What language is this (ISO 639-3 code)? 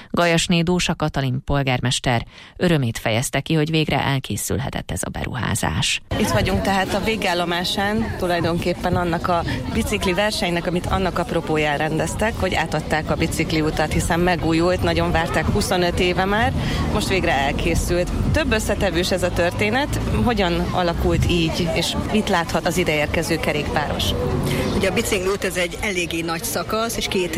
hun